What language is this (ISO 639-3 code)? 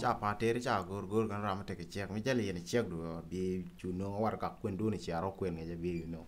nus